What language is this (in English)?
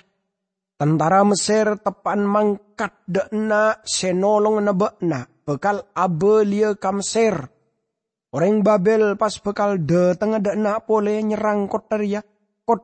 Madurese